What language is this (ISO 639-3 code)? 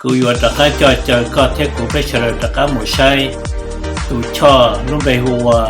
hmn